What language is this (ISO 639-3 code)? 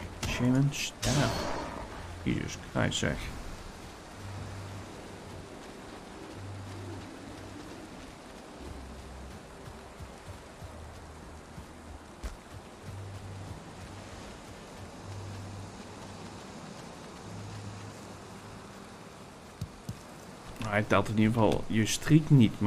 nld